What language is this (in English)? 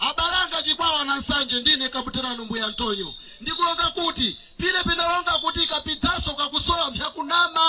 Nyanja